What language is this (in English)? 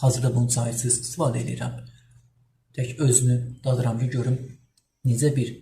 Azerbaijani